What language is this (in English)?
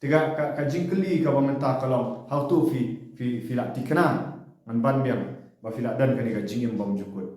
Khasi